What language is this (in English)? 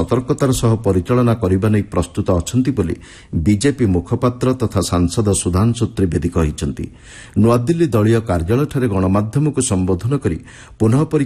Odia